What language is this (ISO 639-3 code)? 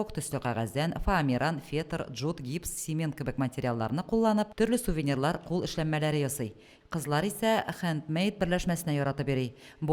tat